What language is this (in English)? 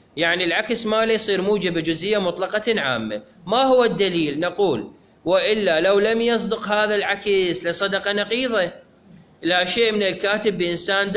Mesopotamian Arabic